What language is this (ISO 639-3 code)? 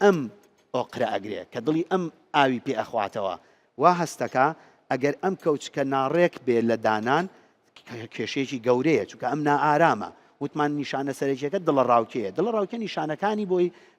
ckb